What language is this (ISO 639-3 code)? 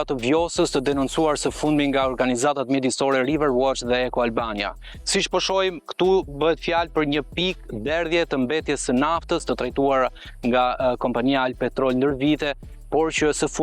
sqi